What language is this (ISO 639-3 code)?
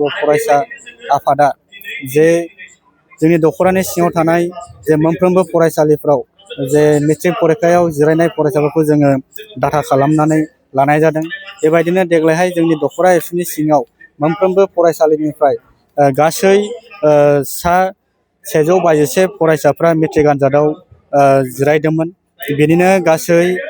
brx